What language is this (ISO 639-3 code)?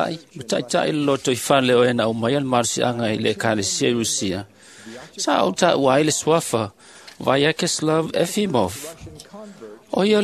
smo